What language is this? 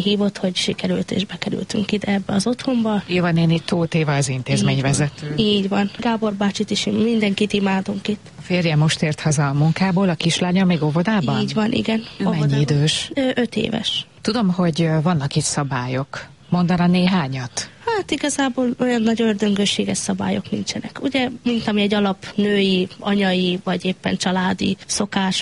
Hungarian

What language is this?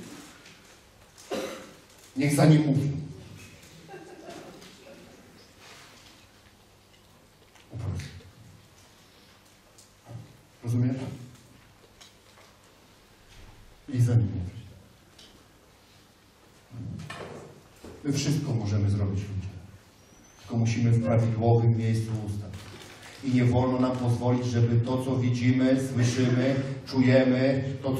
Polish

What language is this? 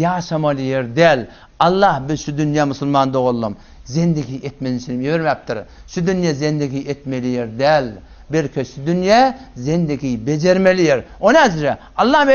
Turkmen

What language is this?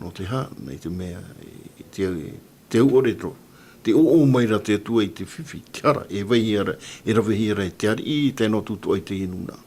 Tahitian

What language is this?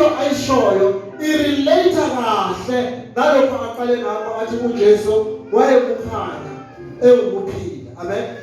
Zulu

